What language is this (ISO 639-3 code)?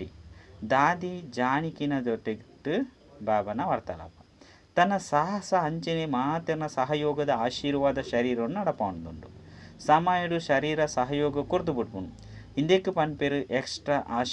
tcy